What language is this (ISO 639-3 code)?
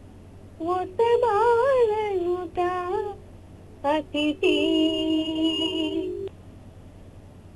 kan